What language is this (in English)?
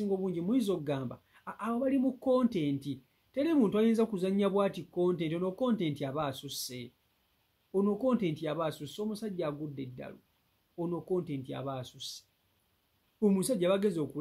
Ganda